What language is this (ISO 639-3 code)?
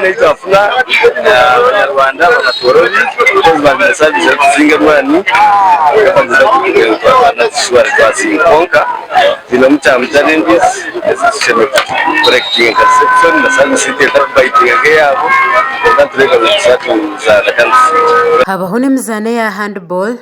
nyn